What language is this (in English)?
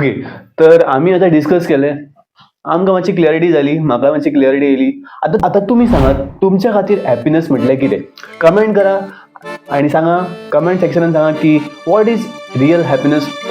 Konkani